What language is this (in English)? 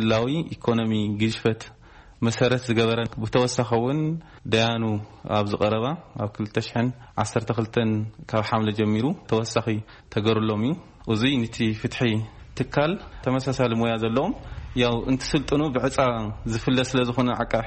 Tigrinya